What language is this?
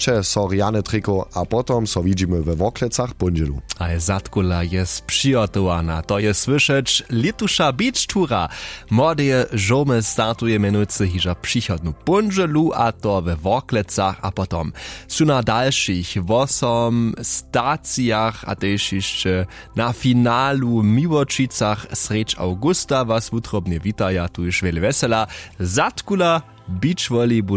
Upper Sorbian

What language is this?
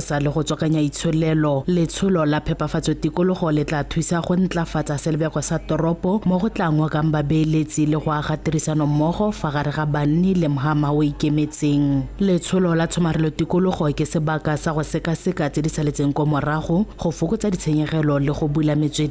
Tswana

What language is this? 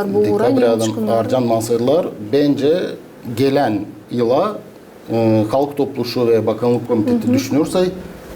Gagauz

